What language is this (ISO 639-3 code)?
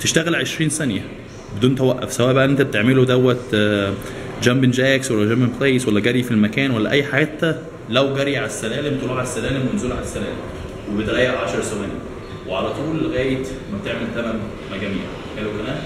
arz